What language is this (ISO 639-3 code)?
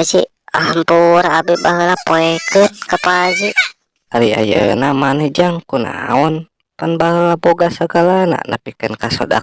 sun